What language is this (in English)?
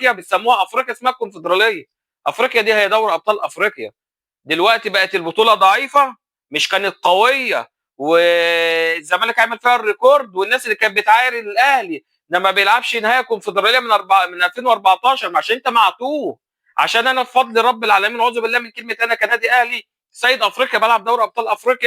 Egyptian Arabic